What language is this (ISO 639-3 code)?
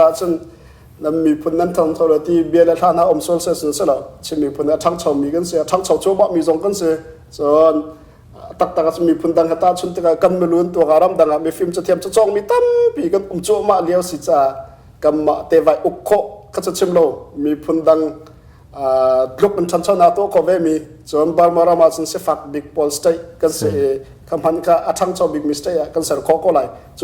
cnh